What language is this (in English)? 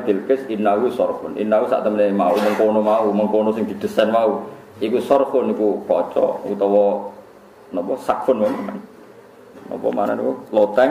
Javanese